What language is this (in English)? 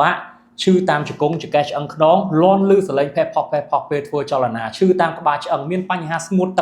Khmer